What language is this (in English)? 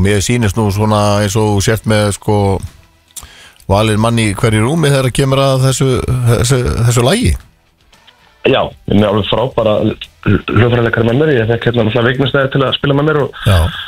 Icelandic